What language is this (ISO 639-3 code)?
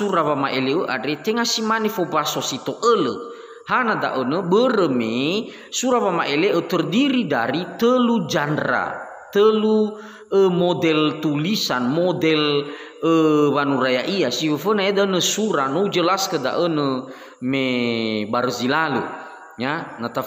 nia